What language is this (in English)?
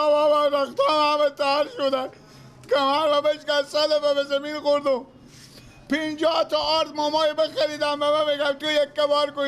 Persian